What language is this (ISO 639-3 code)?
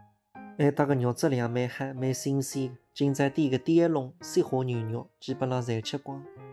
wuu